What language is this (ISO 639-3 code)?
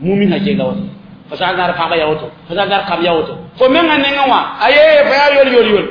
mos